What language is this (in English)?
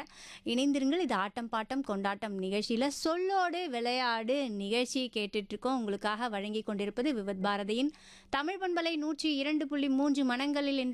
Tamil